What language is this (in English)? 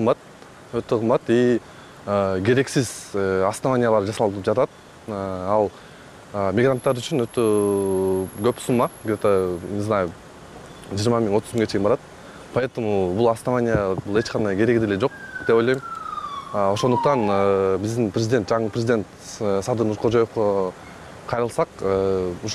Kyrgyz